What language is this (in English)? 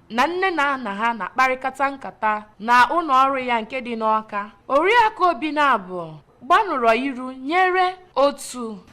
Igbo